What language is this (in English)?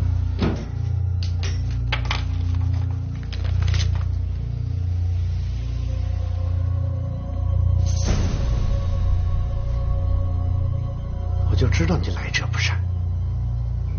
Chinese